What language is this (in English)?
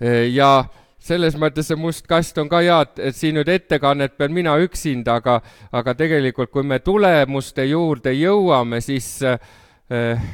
Estonian